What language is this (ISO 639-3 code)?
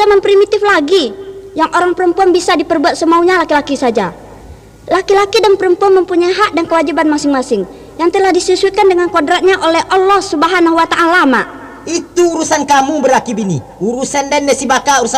min